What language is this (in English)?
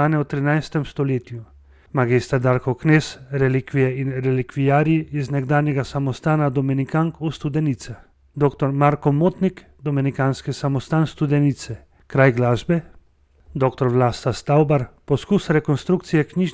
Slovenian